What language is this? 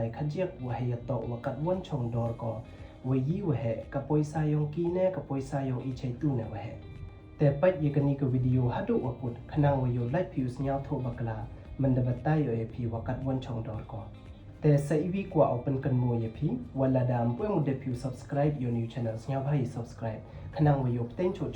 Pnar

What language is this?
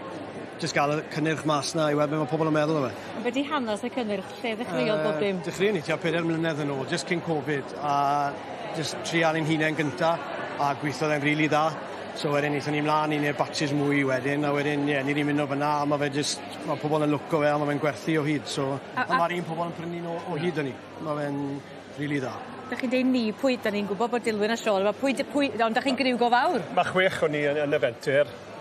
Welsh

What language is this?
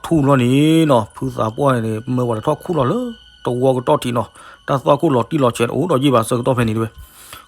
S'gaw Karen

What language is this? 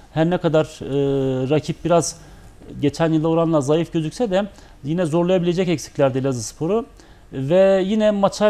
Turkish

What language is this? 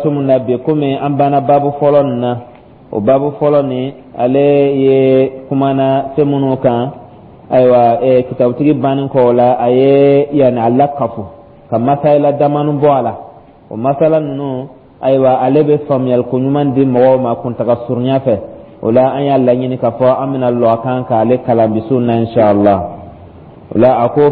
Dyula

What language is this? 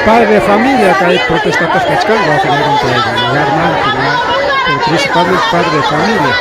Ayacucho Quechua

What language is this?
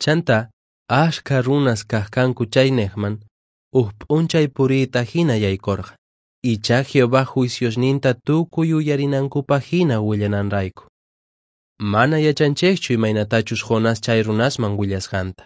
Quechua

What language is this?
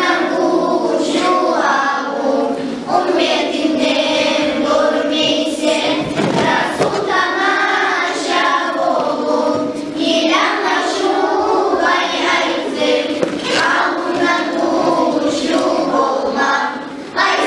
Kumyk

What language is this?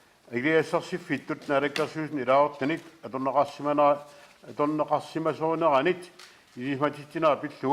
Kalaallisut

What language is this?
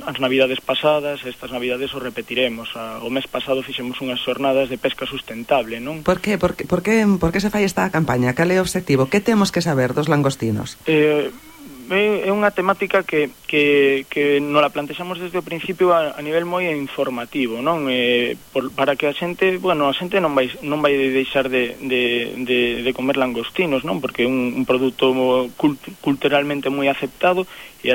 Galician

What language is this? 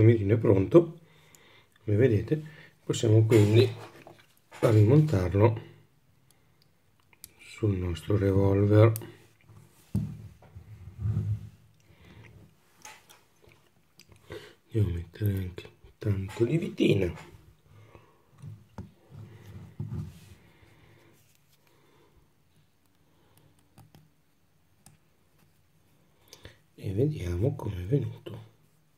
Italian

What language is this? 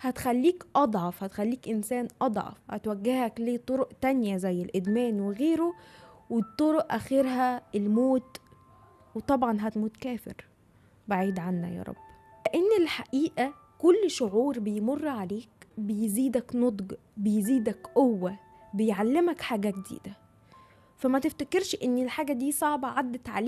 Egyptian Arabic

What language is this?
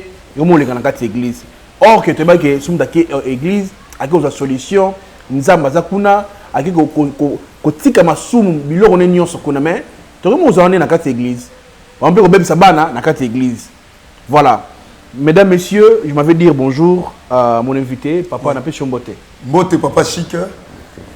Lingala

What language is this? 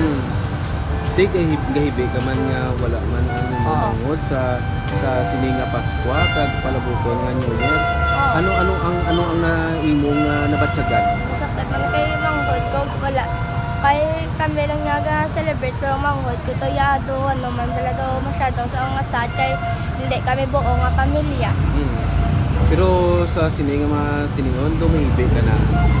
Hiligaynon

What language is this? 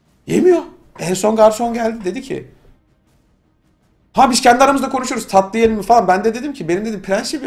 Turkish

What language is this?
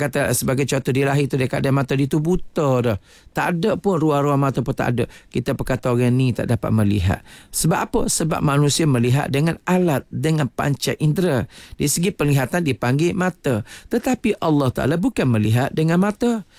Malay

